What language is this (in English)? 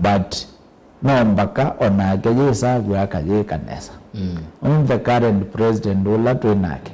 Kamba